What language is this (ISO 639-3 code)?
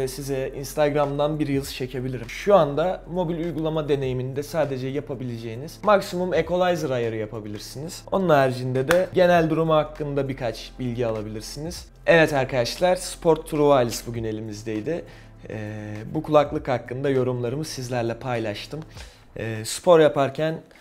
tur